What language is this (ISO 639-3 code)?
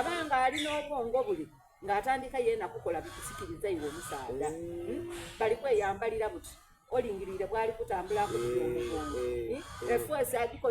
xog